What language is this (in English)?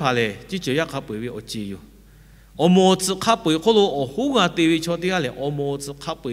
Lahu